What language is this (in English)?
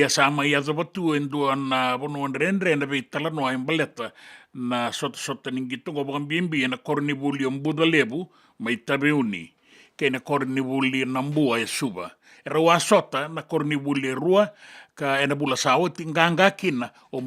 Fijian